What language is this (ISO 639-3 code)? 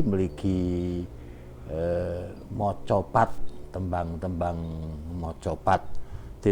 jav